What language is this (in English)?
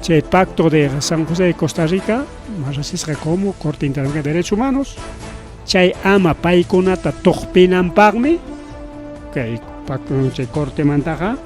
Ayacucho Quechua